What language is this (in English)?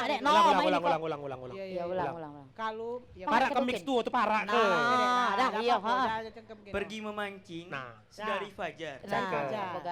Musi